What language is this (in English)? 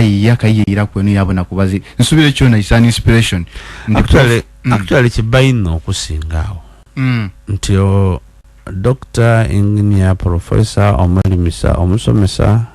Ganda